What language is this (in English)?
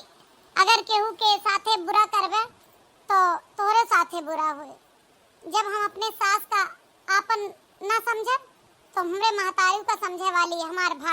Awadhi